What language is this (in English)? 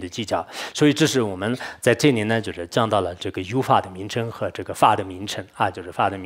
Chinese